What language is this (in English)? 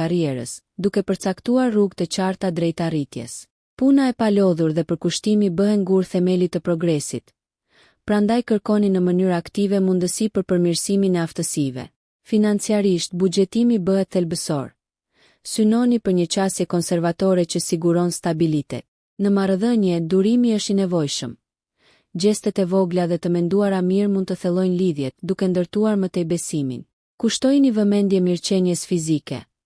Albanian